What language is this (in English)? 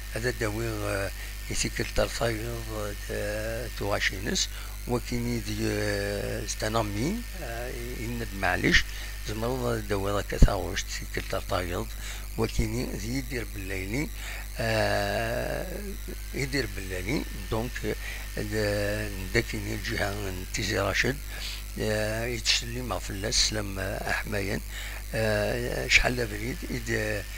Kabyle